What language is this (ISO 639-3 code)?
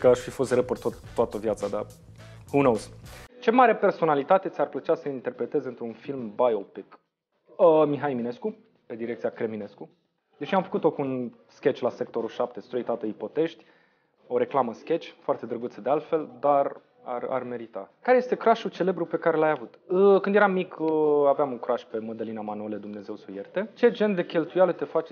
ron